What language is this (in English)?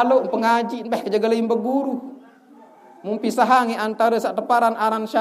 Sasak